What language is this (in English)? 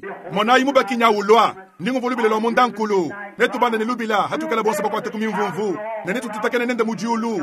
Luba-Lulua